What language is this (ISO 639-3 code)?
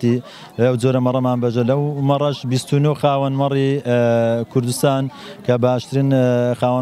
ckb